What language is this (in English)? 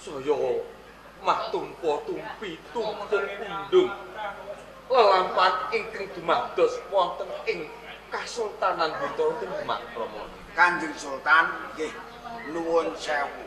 Javanese